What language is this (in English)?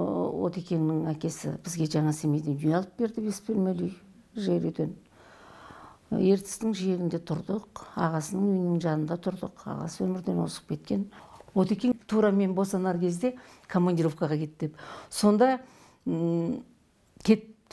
Kazakh